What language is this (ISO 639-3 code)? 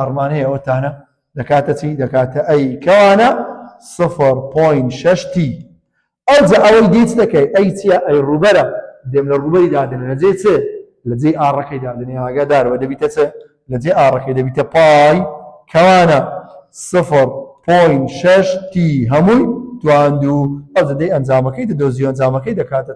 ckb